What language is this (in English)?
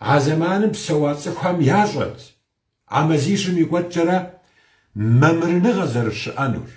Kabardian